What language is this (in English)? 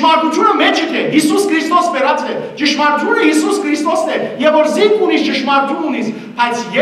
Western Armenian